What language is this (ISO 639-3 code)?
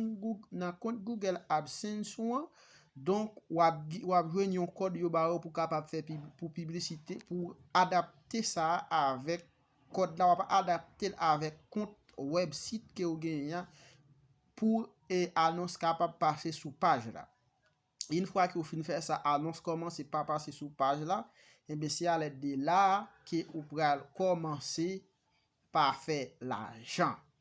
hat